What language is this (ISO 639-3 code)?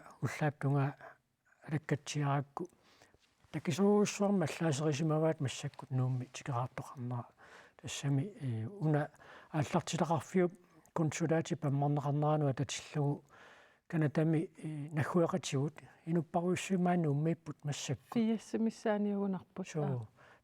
kal